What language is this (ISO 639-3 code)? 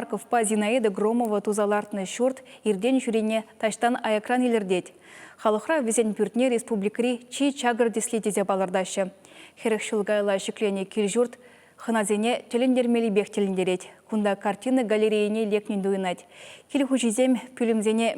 chv